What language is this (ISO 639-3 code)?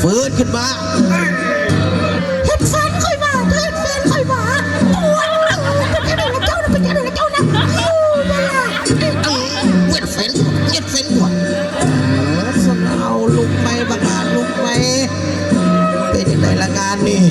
lao